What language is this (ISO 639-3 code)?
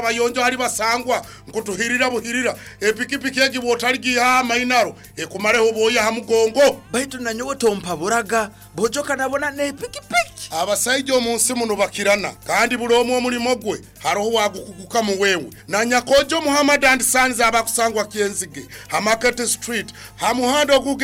nyo